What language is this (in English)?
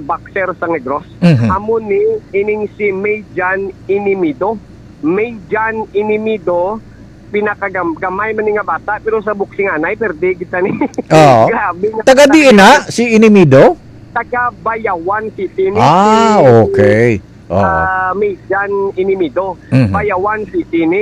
Hiligaynon